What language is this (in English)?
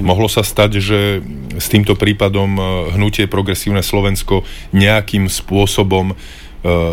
Slovak